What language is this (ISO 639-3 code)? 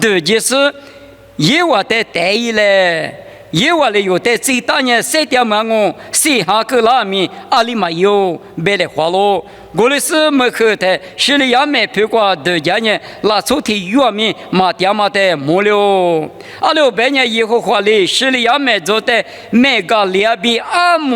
lis